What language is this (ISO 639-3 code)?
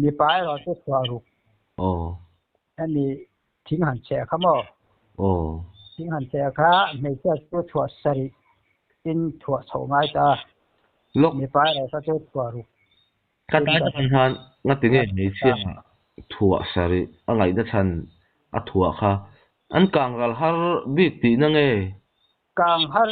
lus